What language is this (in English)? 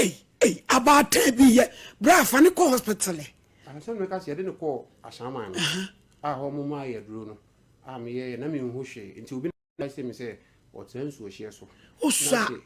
Akan